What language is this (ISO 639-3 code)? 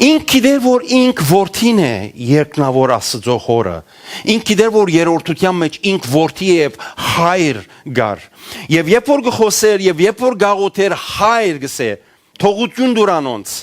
hyw